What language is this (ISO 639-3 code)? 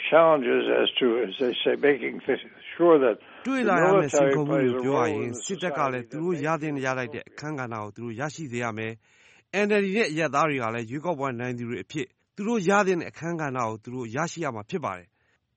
mya